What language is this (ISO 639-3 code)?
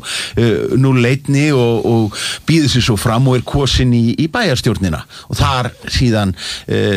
isl